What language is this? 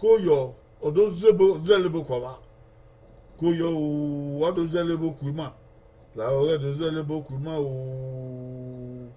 Bini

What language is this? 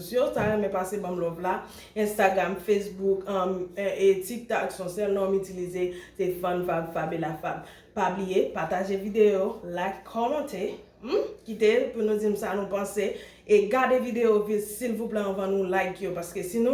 Haitian Creole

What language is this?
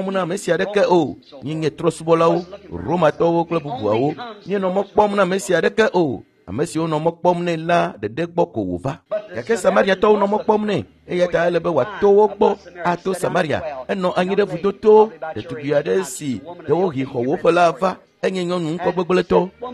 Ewe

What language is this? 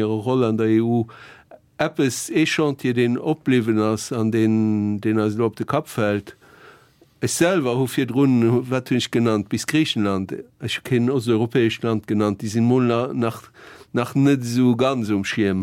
Luxembourgish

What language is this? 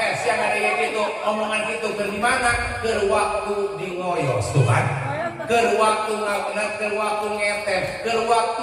Sundanese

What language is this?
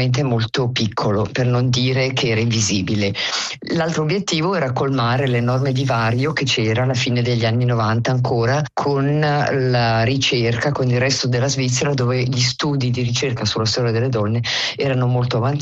Italian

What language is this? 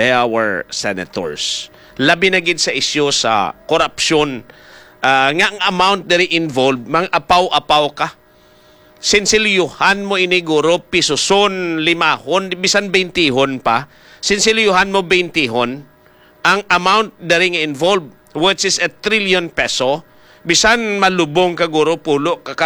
Hiligaynon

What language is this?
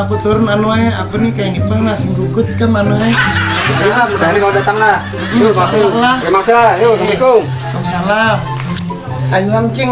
Banjar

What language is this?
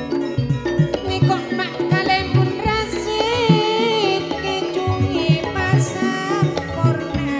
Madurese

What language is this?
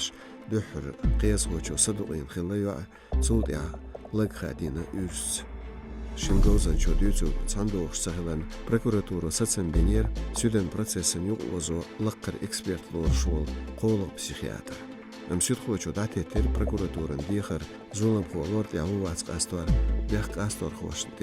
Chechen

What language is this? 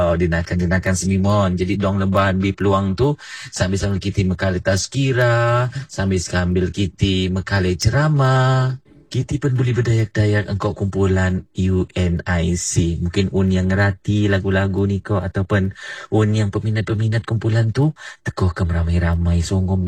Malay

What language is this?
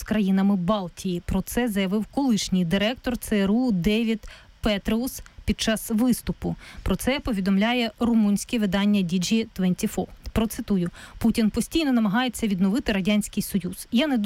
Ukrainian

